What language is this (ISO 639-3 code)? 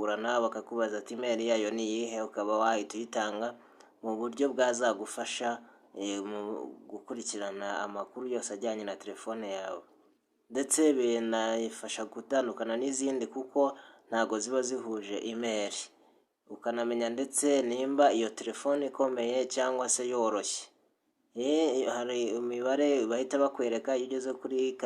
kin